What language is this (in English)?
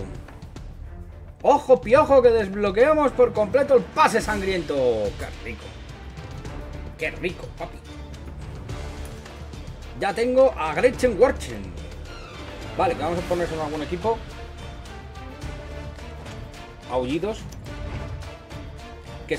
Spanish